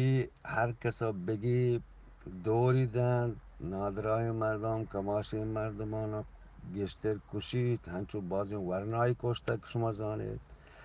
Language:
Eastern Balochi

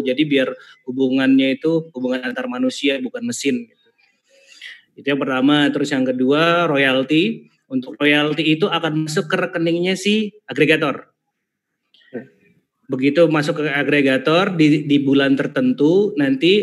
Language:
Indonesian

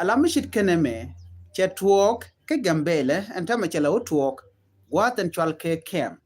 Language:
Nuer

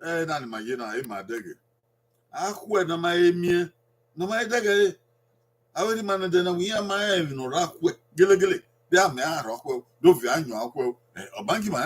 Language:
Bini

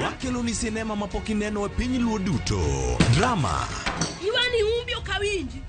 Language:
Luo (Kenya and Tanzania)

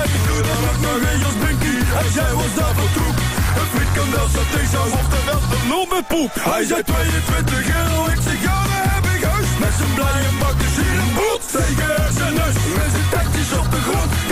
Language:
Dutch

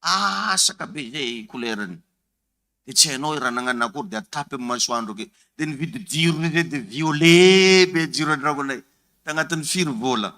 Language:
Malagasy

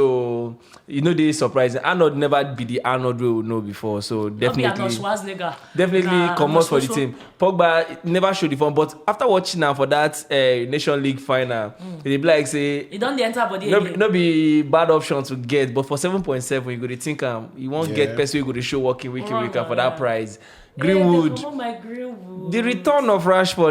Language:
Nigerian Pidgin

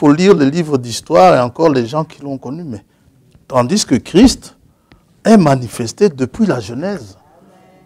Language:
French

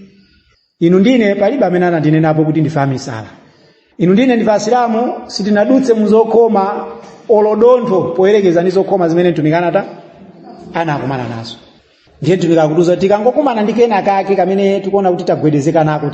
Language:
Nyanja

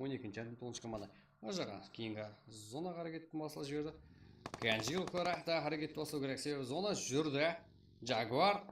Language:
Kara-Kalpak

